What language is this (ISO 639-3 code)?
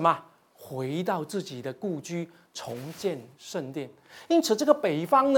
zho